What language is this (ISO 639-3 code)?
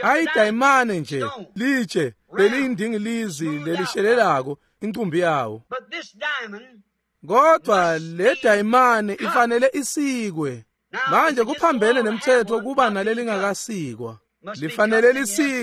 ssw